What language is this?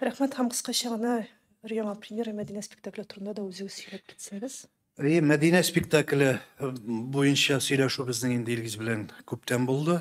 Tatar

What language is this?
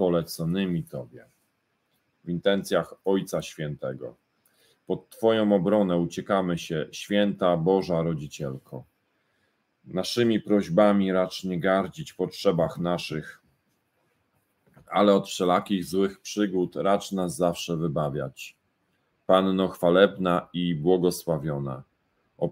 Polish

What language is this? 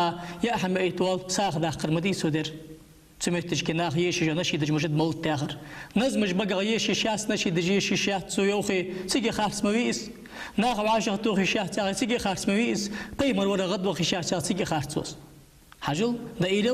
Ingush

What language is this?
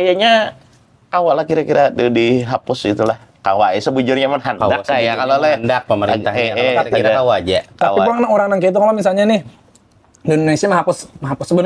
Banjar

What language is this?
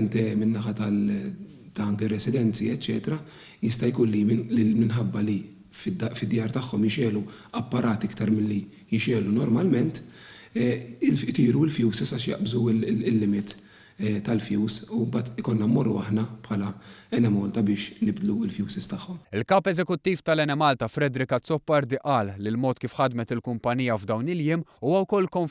Maltese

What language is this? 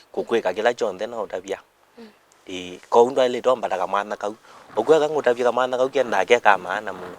Kamba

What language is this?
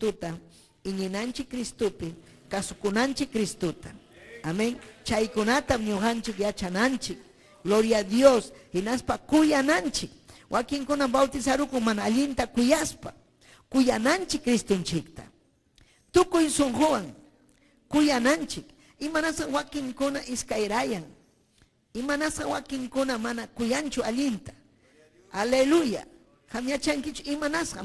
Ayacucho Quechua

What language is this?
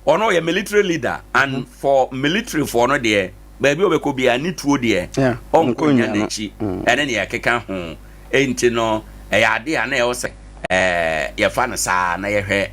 Akan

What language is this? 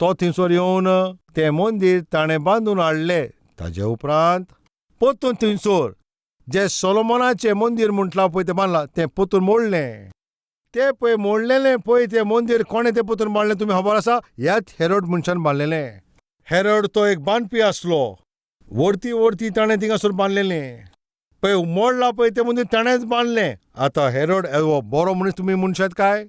Konkani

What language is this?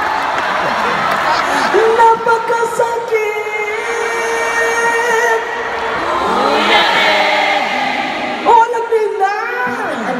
Filipino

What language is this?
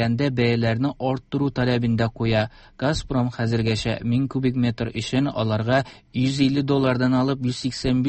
Tatar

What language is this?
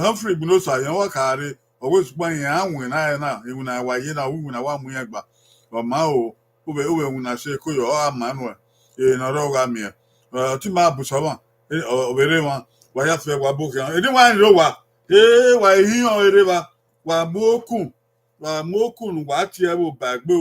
Bini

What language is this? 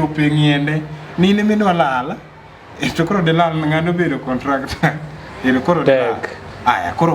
Luo (Kenya and Tanzania)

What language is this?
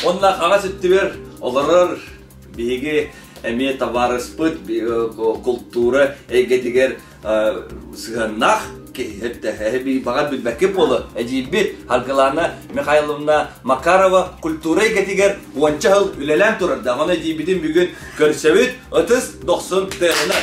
Yakut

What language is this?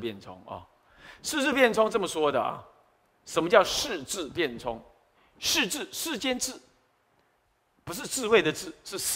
Chinese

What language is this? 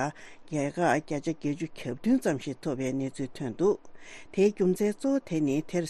Tibetan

